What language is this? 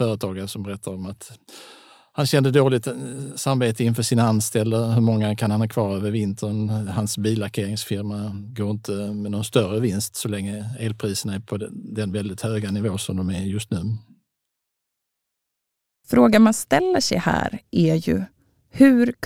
Swedish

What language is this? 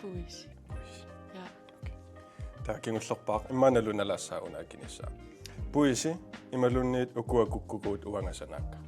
Kalaallisut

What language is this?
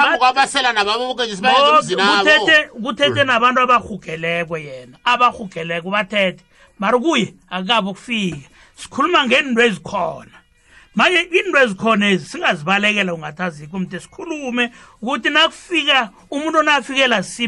South Ndebele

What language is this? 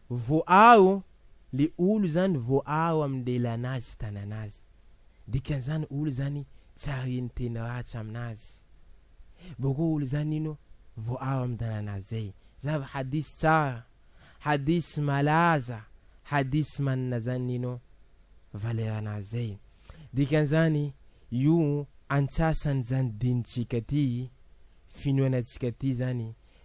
Malagasy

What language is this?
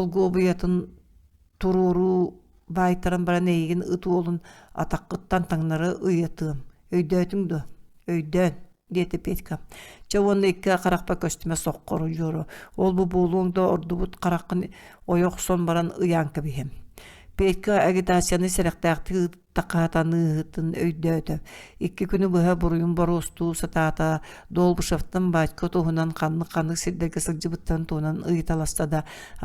Yakut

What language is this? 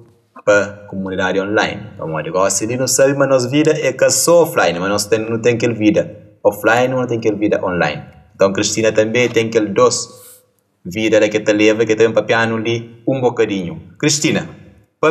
Kabuverdianu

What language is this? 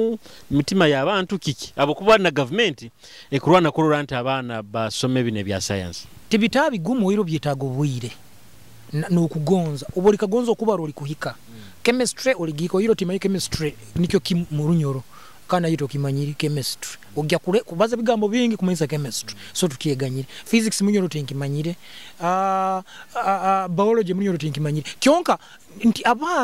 Nyoro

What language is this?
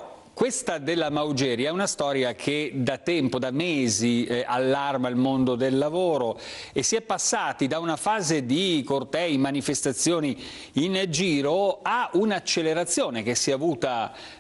Italian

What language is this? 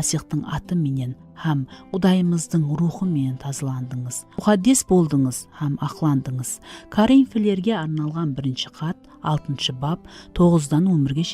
Kara-Kalpak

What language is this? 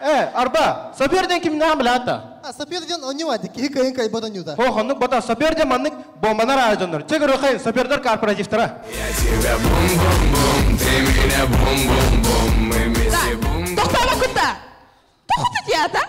Yakut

